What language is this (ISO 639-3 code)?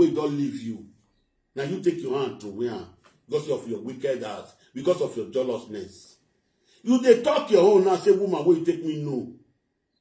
pcm